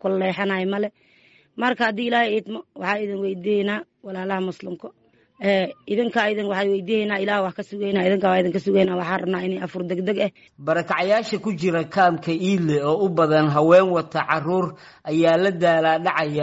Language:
Somali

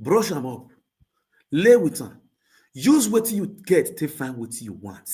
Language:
Nigerian Pidgin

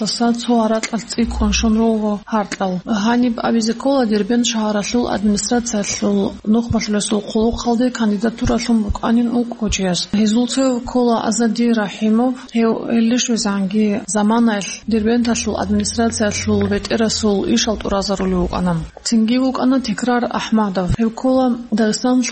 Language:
Avaric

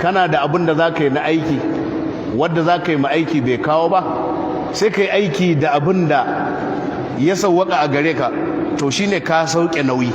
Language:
Hausa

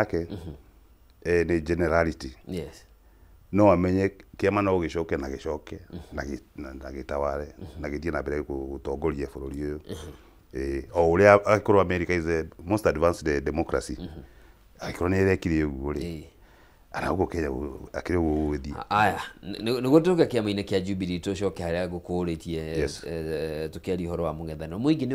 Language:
Kikuyu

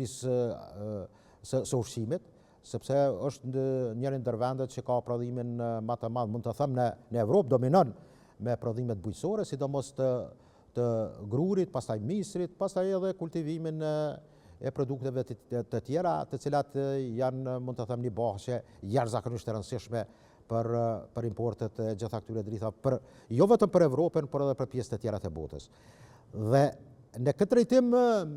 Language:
Albanian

